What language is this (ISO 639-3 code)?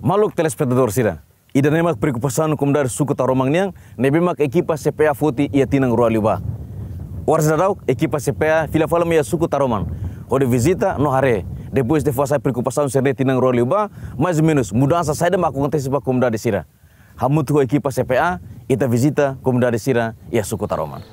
tet